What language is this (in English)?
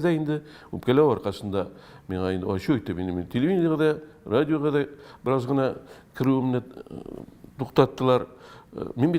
Tatar